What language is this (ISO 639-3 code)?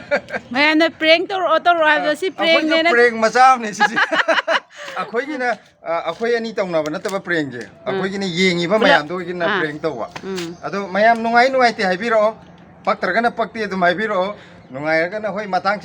mni